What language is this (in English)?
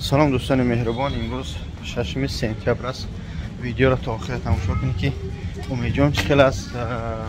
Tajik